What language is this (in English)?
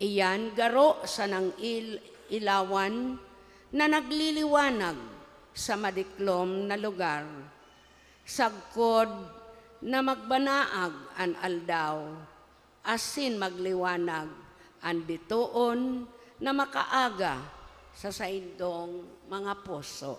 Bikol